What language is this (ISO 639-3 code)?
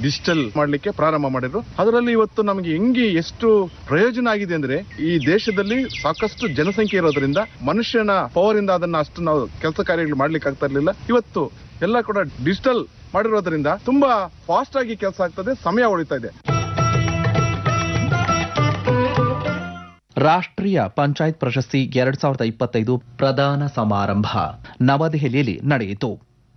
kan